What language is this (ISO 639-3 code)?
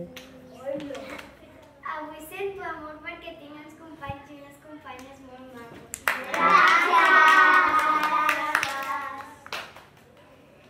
cat